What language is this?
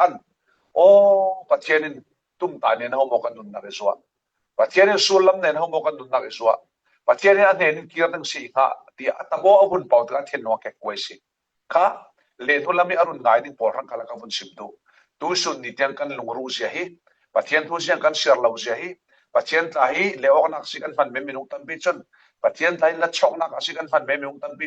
Falam Chin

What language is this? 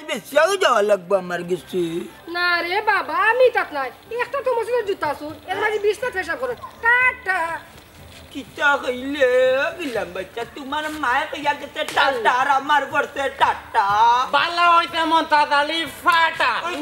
Sylheti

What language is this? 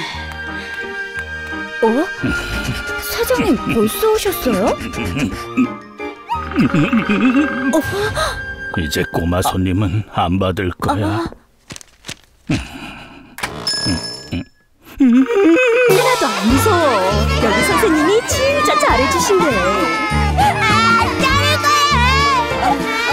Korean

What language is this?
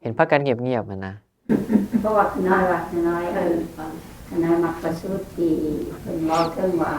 Northeastern Thai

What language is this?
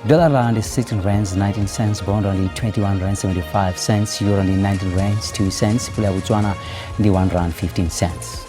Venda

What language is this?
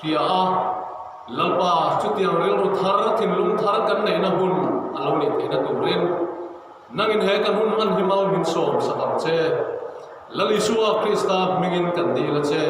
Mizo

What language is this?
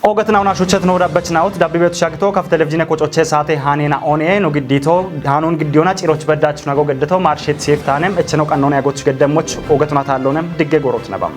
Kafa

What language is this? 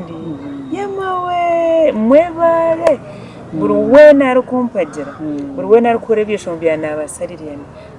Nyankole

